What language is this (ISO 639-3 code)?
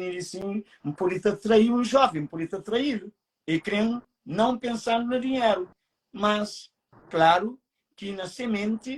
kea